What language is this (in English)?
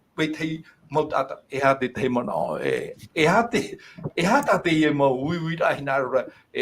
Tahitian